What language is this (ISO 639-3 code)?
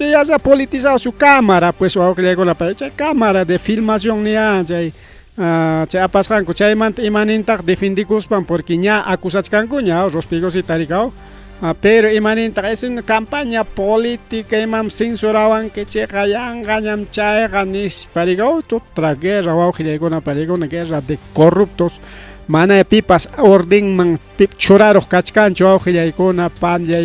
quy